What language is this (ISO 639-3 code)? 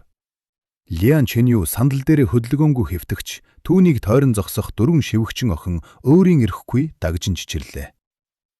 mon